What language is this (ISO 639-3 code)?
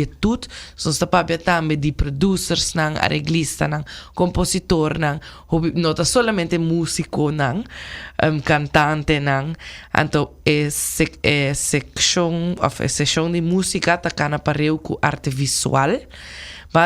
pap